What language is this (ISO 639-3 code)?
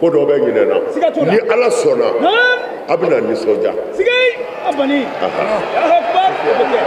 bam